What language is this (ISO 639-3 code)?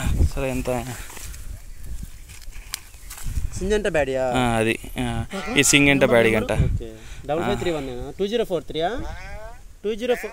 tel